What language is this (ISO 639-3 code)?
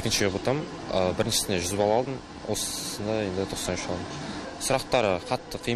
kaz